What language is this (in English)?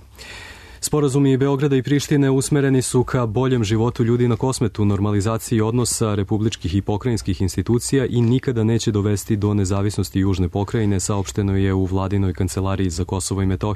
Serbian